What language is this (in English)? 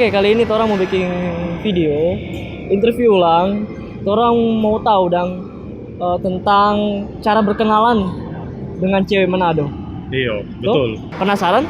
Manado Malay